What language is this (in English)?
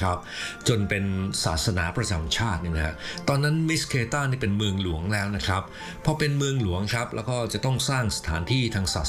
Thai